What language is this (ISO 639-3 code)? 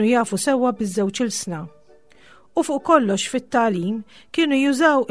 mlt